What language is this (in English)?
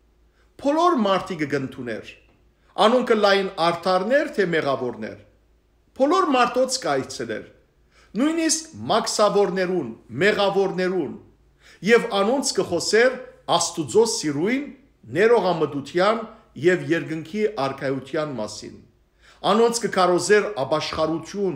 Western Armenian